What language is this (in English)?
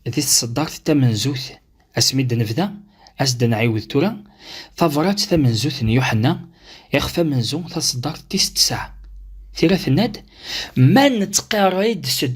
Kabyle